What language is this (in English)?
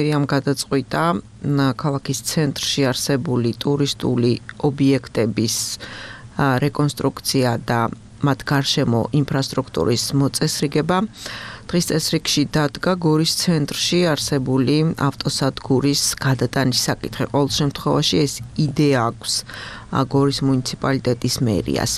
Georgian